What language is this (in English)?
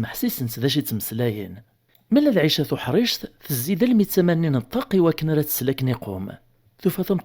Kabyle